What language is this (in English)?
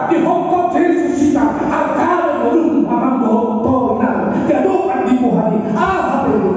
Batak Toba